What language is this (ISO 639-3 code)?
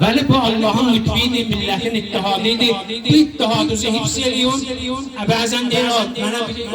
azb